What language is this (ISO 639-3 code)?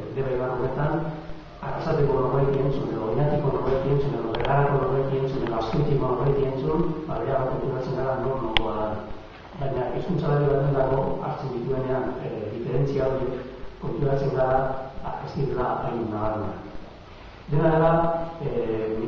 eus